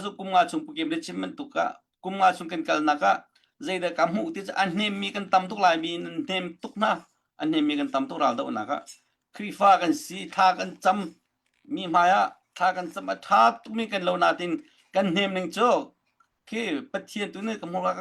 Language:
Hakha Chin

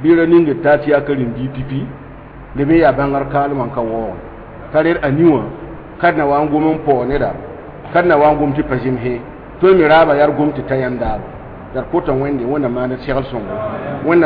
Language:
Mossi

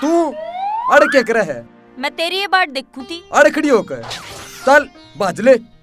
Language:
Haryanvi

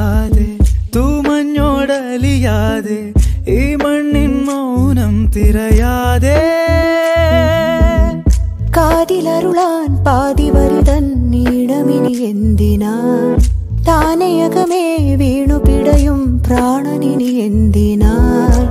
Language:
Malayalam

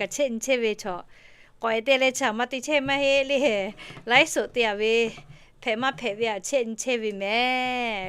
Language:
Lahu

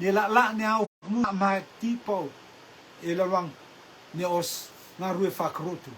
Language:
Rotuman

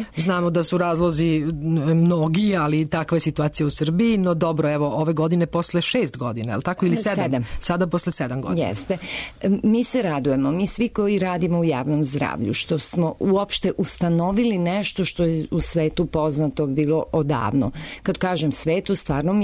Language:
Serbian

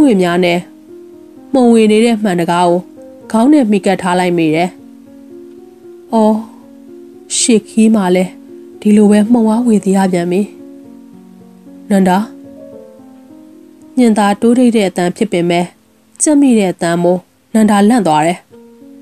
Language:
Burmese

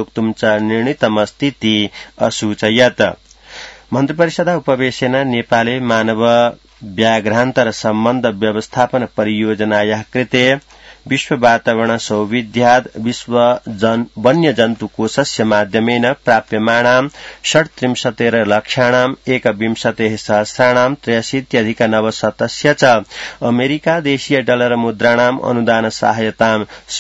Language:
Sanskrit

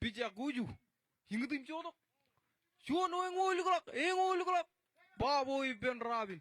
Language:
Marshallese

